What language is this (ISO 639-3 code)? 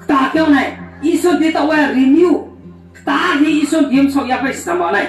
ria